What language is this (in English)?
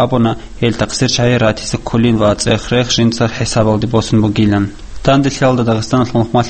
Avaric